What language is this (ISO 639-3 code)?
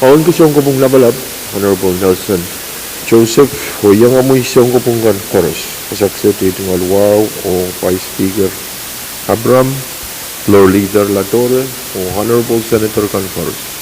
pon